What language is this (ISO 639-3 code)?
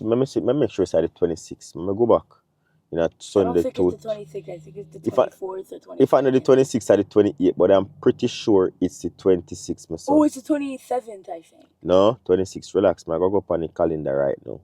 jam